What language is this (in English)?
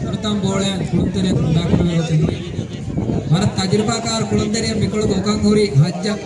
Divehi